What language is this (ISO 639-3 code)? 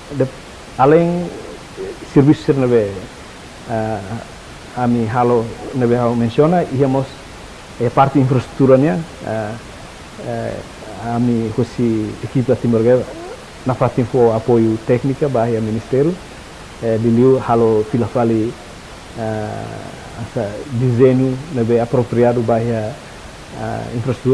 tet